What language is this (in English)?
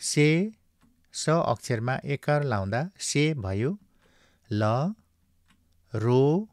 Nepali